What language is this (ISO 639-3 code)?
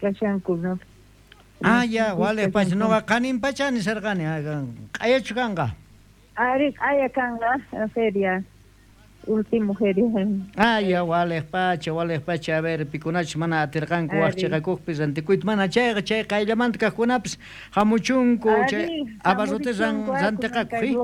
quh